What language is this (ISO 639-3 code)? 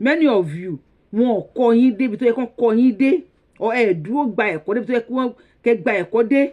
yor